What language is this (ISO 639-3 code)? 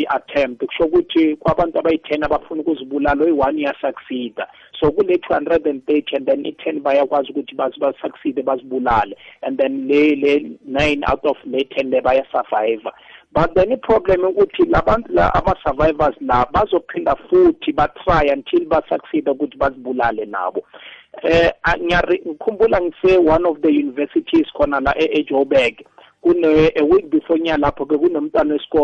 nbl